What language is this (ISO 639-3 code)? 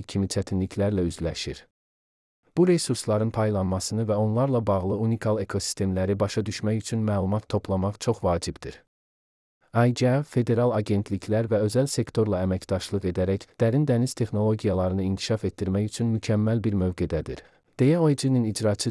aze